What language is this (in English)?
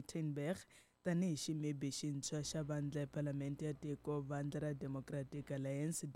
Tsonga